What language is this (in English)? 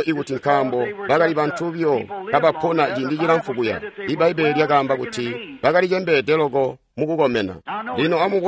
Tonga (Zambia)